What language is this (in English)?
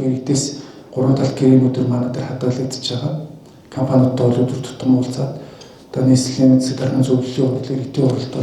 Mongolian